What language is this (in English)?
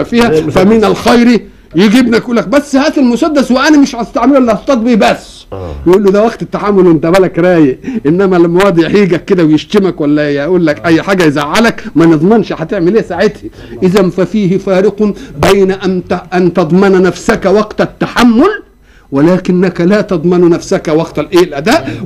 Egyptian Arabic